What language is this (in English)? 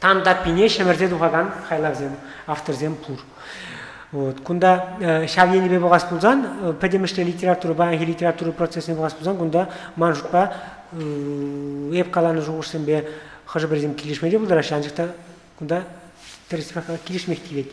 Chuvash